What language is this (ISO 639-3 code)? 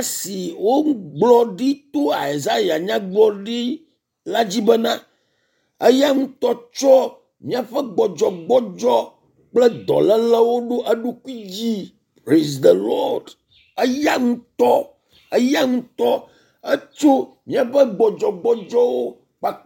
ewe